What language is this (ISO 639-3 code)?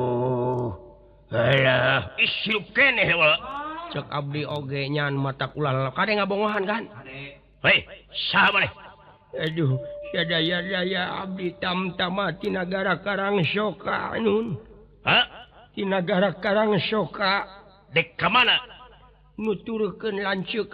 sun